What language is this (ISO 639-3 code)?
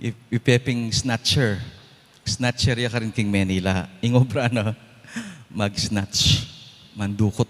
pam